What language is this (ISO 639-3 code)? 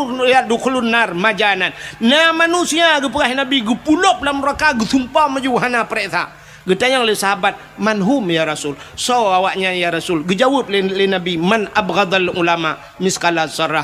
ace